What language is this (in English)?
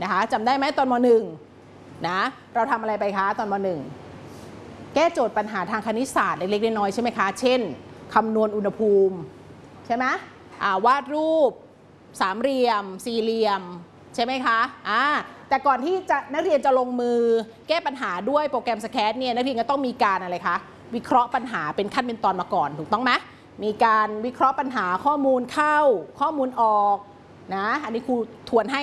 Thai